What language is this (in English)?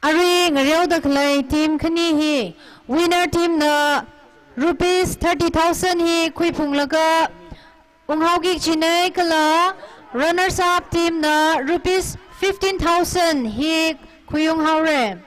Tangkhul Naga (India)